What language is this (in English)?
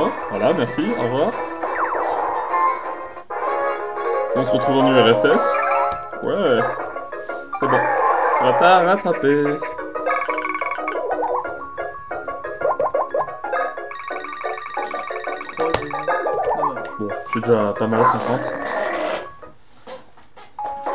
French